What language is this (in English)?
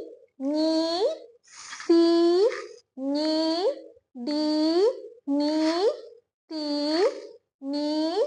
Sinhala